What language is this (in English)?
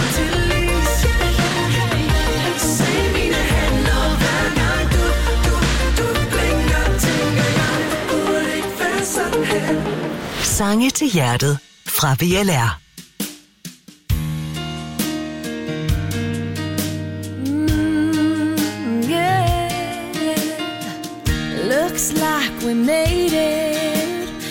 Danish